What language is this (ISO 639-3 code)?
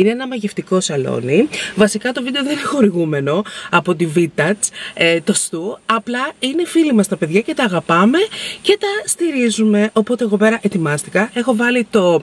ell